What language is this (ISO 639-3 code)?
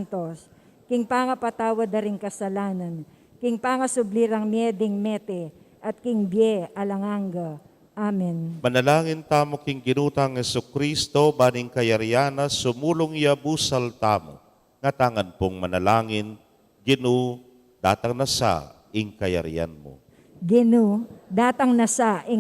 pam